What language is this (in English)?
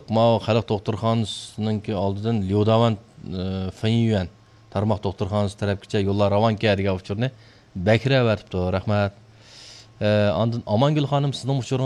Uyghur